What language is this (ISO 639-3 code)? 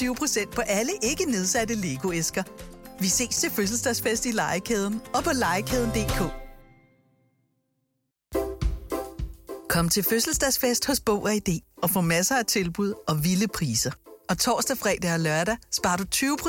dan